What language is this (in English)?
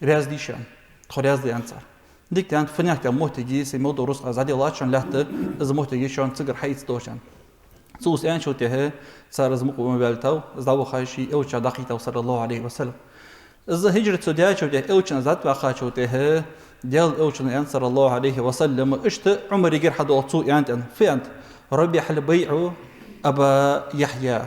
Ingush